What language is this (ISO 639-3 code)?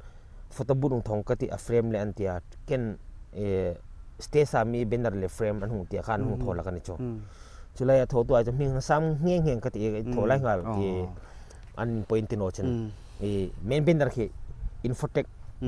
hmr